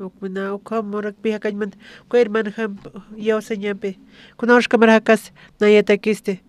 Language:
Aymara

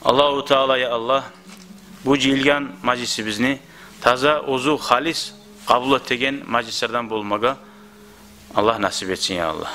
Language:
Kumyk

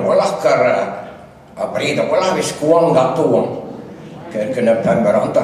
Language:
Breton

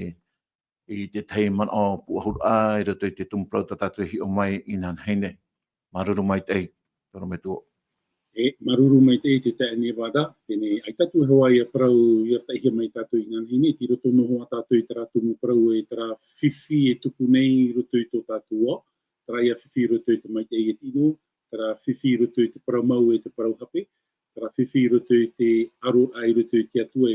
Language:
Tahitian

